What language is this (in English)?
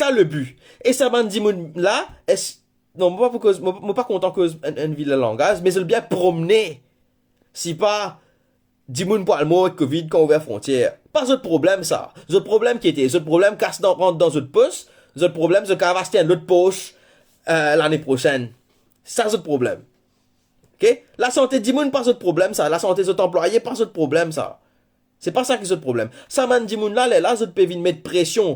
Morisyen